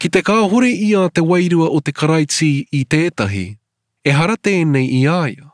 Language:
Māori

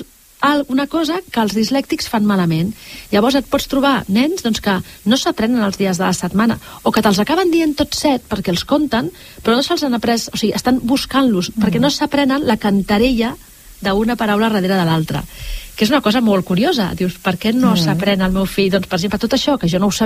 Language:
Catalan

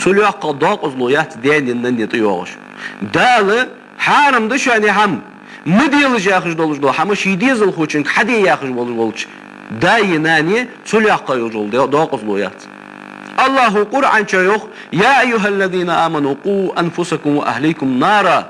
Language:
Ingush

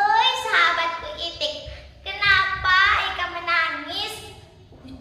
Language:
Banjar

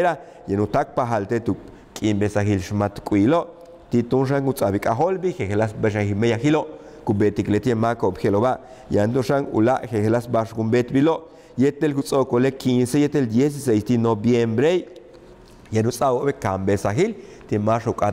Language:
Yucateco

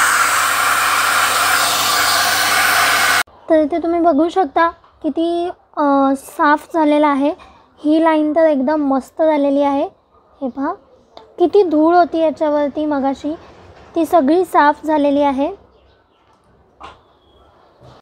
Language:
Marathi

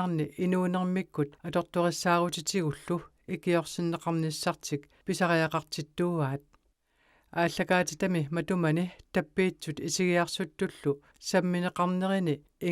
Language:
Kalaallisut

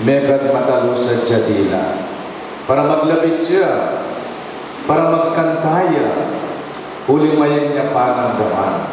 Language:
Pampanga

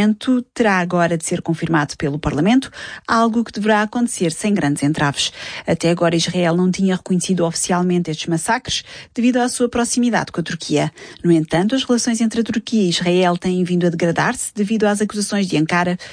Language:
Portuguese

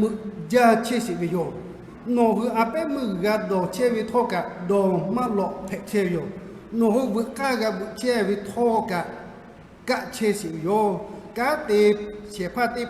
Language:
Lahu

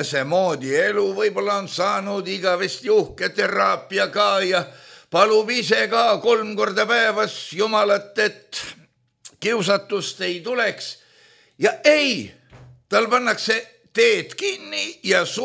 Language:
Estonian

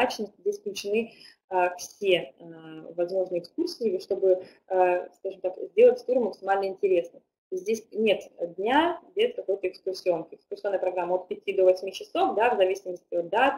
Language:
Russian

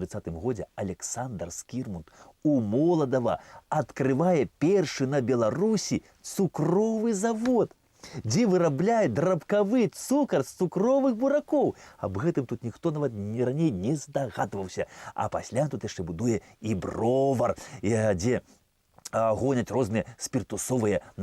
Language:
Belarusian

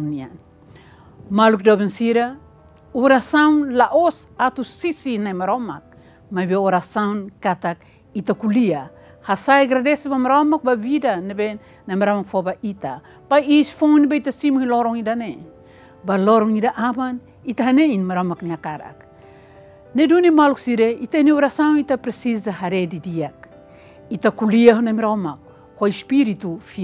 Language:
Tetum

